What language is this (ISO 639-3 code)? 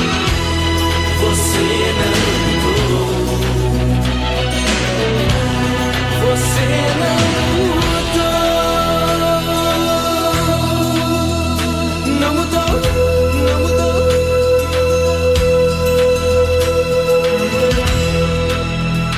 por